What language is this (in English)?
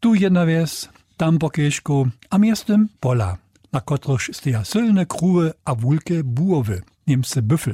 Upper Sorbian